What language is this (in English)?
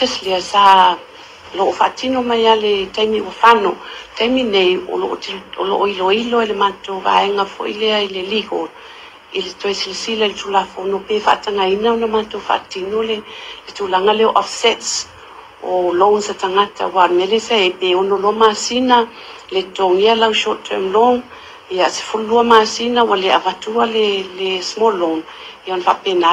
Samoan